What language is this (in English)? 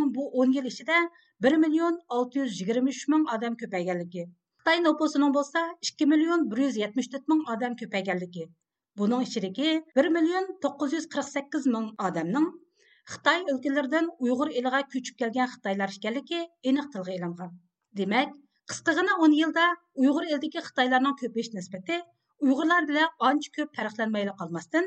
Uyghur